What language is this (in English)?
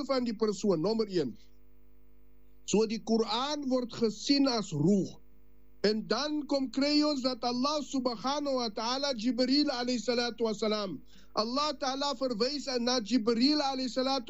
Afrikaans